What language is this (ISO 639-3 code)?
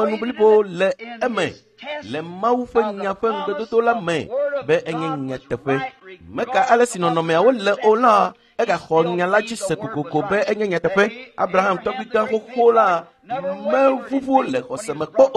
ewe